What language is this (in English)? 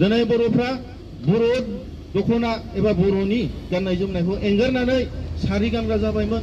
Bodo